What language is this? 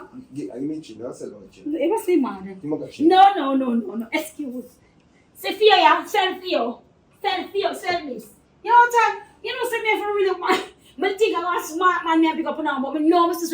Jamaican Creole English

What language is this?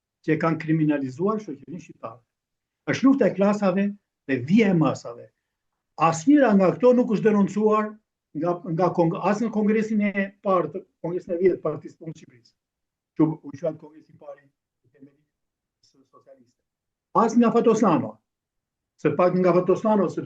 Albanian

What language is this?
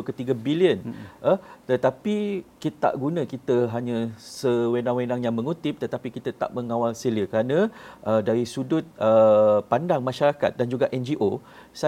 Malay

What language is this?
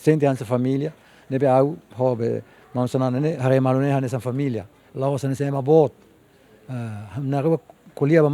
Tetum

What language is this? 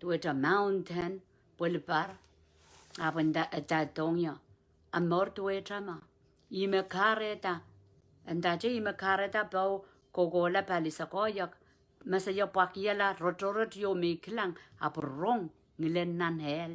Pohnpeian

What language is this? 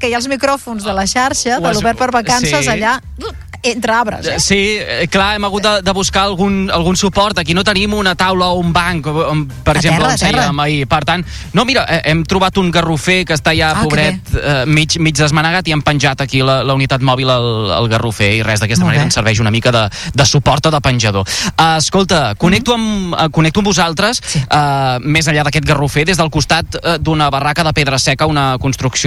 Catalan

